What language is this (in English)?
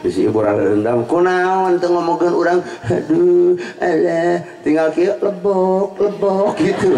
Sundanese